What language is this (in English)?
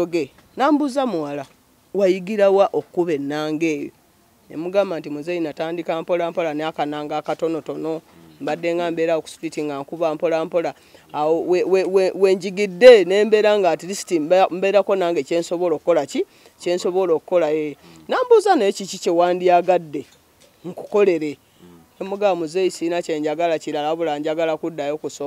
Ganda